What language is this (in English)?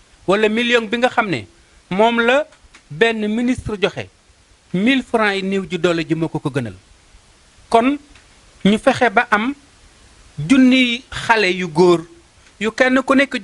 Wolof